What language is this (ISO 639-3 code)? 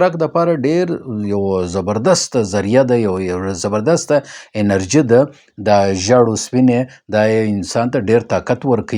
pus